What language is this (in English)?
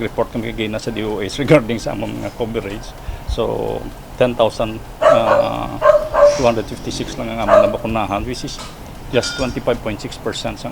Hiligaynon